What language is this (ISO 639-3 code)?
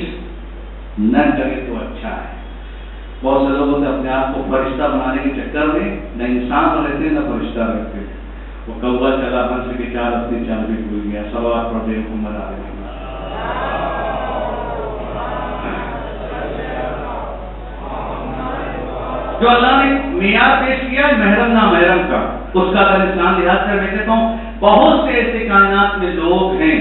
urd